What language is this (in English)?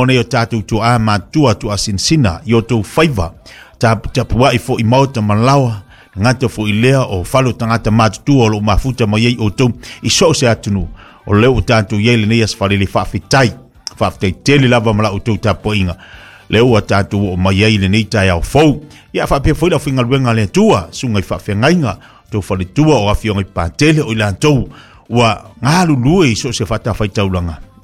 Samoan